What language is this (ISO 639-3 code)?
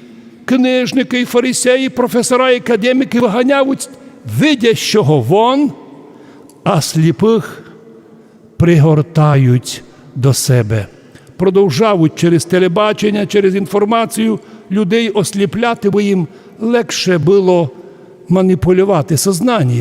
rue